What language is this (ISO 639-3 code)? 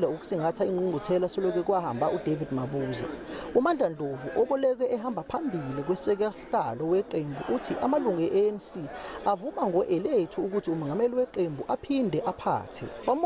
zul